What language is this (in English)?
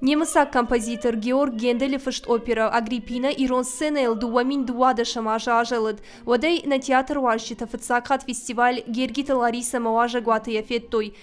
Ossetic